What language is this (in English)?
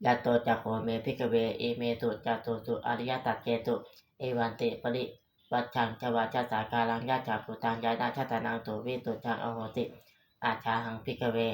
Pali